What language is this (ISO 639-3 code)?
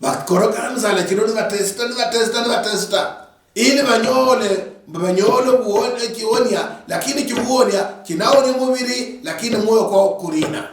luy